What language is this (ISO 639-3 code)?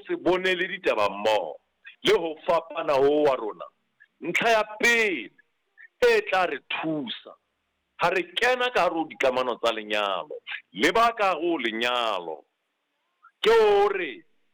sot